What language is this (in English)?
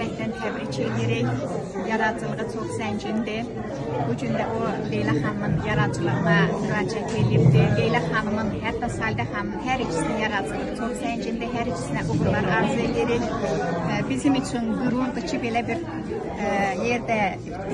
Azerbaijani